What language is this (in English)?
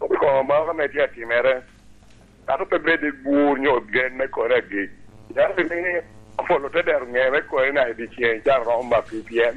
Lango (Uganda)